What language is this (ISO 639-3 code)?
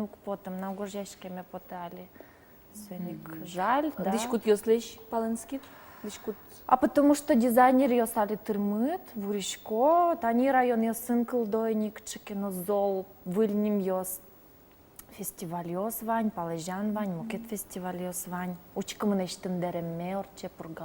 udm